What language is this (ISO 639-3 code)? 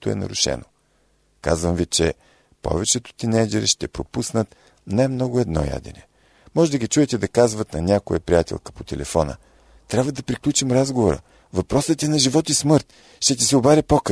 bul